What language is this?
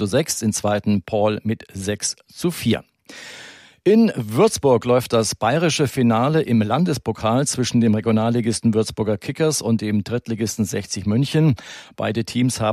German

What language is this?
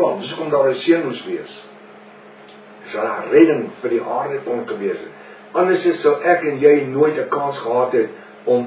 Afrikaans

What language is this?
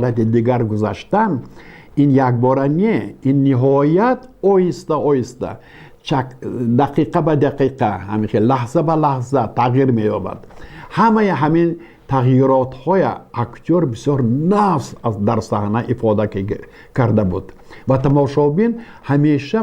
Tajik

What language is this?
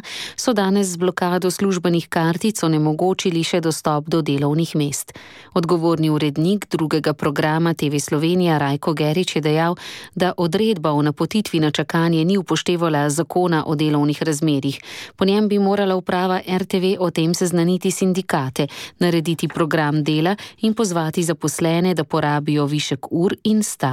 Slovenian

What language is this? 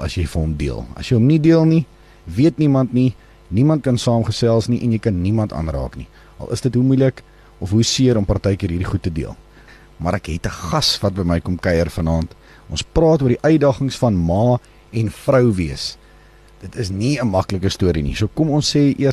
Afrikaans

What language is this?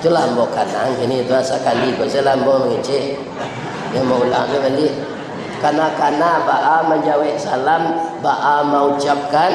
Minangkabau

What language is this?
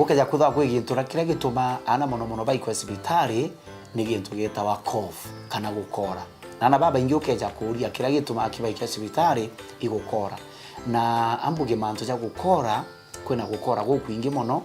Meru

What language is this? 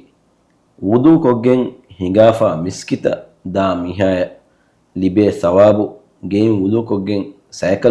Divehi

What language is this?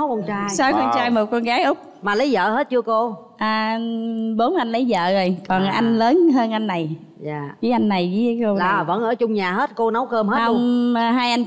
Vietnamese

